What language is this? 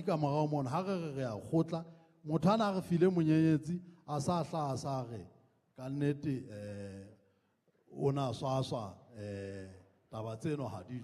Southern Sotho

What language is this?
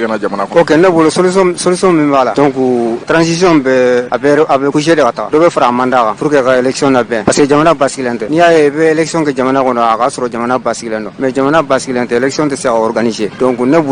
Bambara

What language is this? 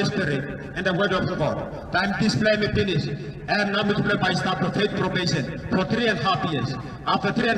Tok Pisin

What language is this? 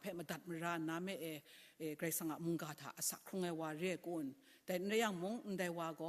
Kachin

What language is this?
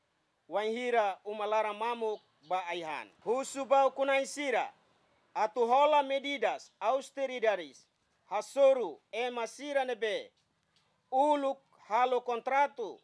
Tetum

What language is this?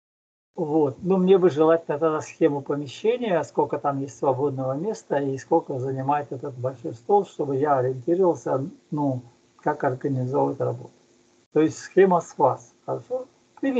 Russian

